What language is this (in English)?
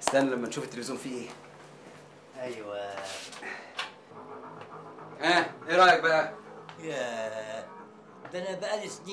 Egyptian Arabic